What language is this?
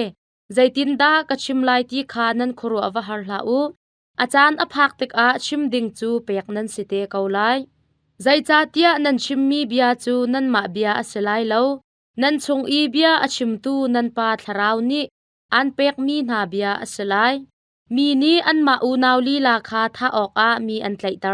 Hakha Chin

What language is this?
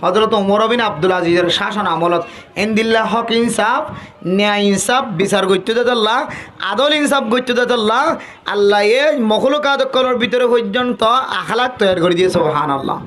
Rohingya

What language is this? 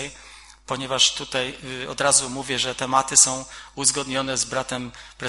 Polish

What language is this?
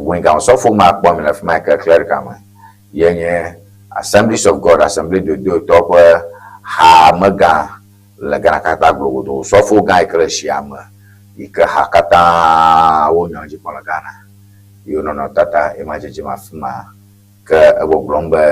Ewe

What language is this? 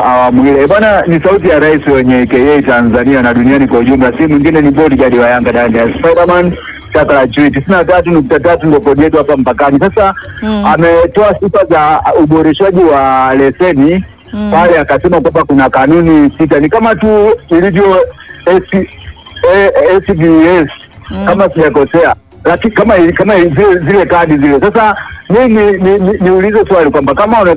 Swahili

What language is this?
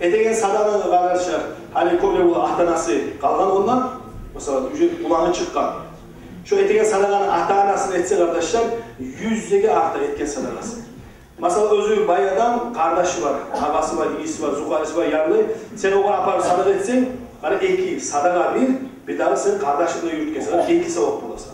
Kumyk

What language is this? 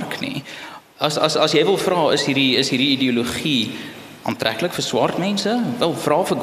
Afrikaans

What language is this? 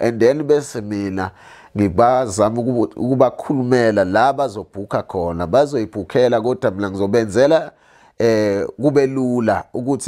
Zulu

